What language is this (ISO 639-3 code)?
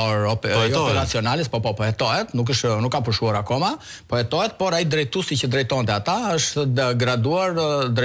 sqi